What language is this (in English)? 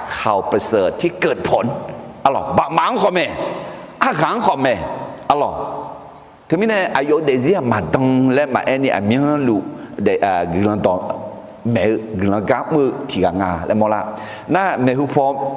Akha